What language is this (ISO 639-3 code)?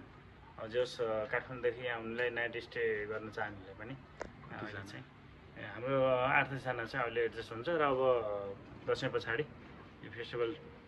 nep